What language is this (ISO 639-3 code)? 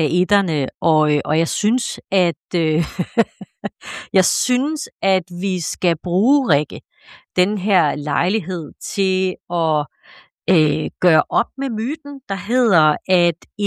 dan